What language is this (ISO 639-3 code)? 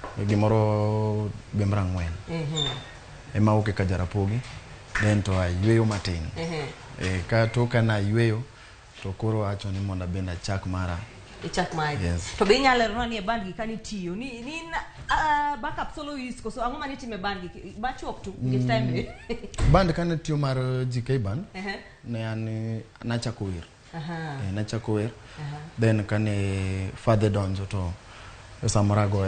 luo